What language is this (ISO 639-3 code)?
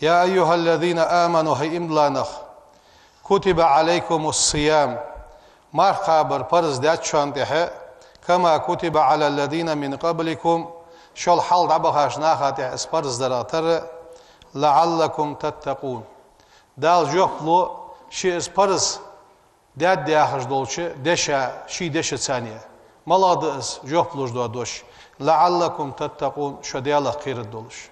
inh